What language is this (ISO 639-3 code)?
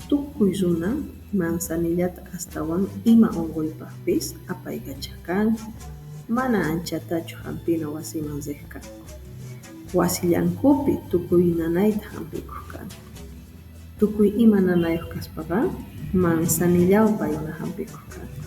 que